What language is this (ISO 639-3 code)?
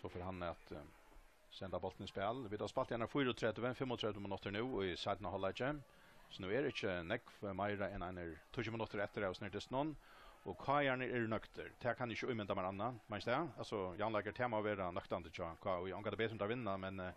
fao